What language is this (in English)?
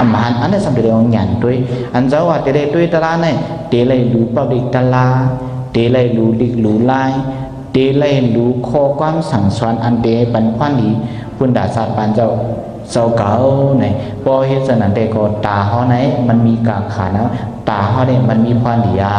Shan